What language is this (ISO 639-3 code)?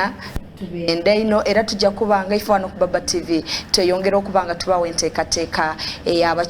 xog